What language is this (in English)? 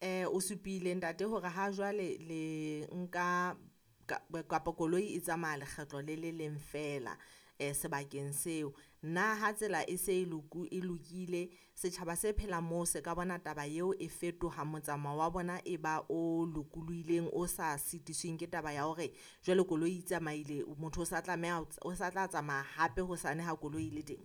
Southern Sotho